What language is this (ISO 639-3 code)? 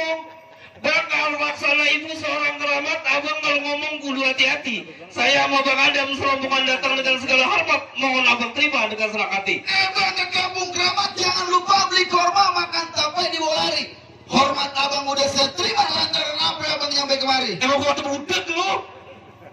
bew